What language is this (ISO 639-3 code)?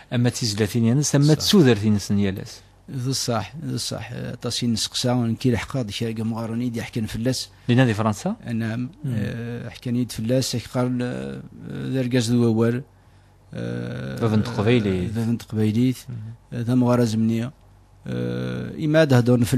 kab